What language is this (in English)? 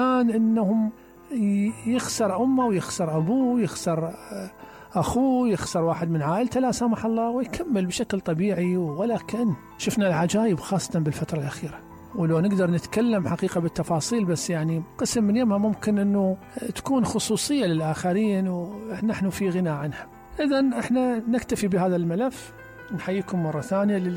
Mesopotamian Arabic